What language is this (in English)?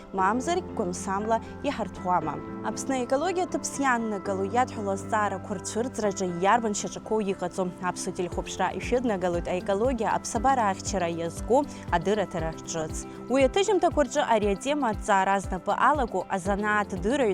Abkhazian